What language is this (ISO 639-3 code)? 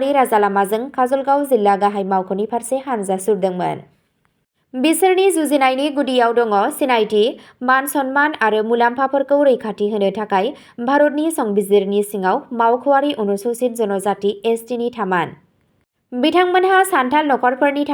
brx